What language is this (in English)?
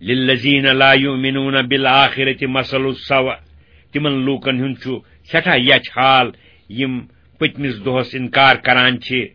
Kashmiri